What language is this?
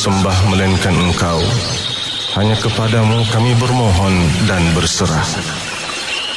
Malay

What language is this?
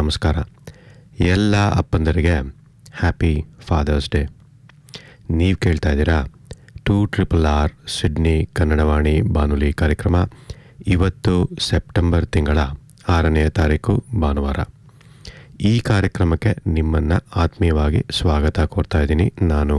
Kannada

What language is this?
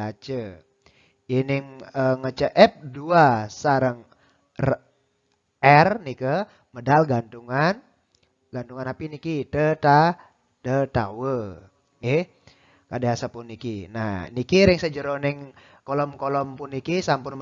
Balinese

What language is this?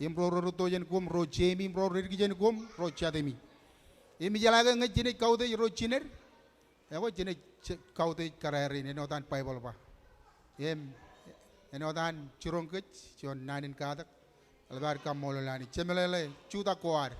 Marshallese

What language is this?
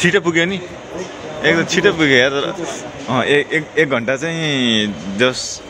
Nepali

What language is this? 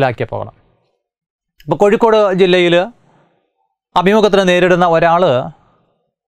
Malayalam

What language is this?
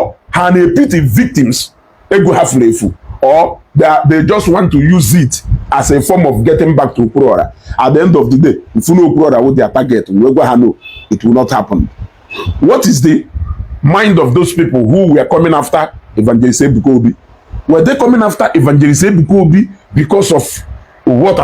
Igbo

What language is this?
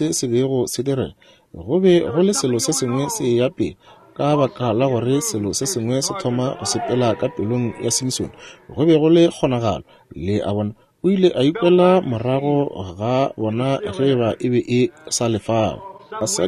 Northern Sotho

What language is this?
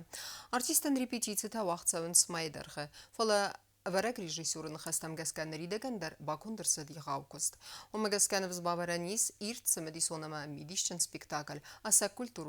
Ossetic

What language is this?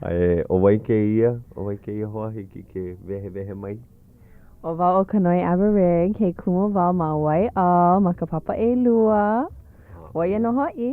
Hawaiian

